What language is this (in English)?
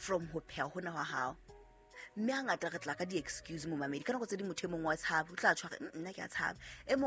Southern Sotho